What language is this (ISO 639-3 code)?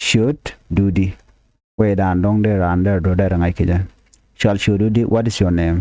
nus